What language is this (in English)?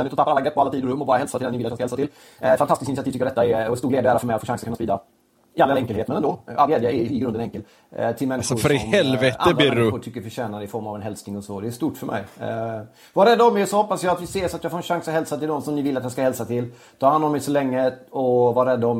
Swedish